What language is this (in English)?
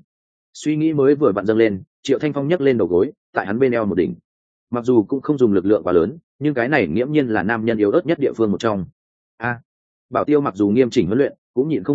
Vietnamese